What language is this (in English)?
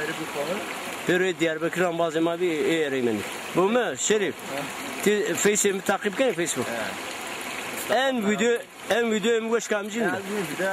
Zaza